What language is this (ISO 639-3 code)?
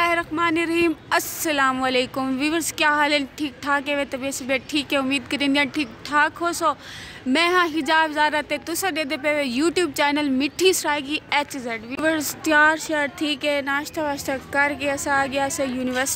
skr